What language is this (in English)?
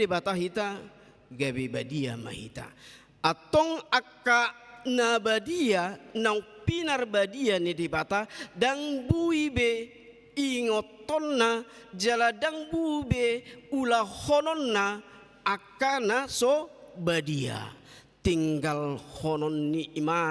Batak Toba